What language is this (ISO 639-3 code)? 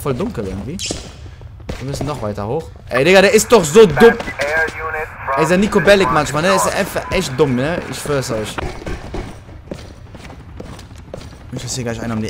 deu